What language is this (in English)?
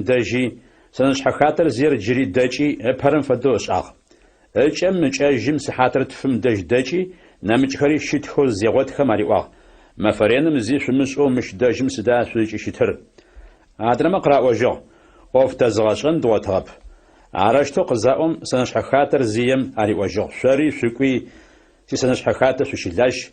Adyghe